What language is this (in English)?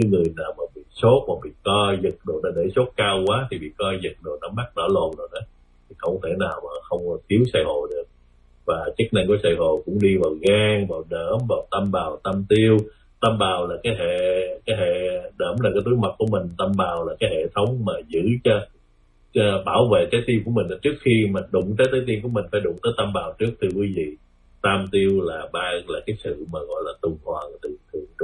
Vietnamese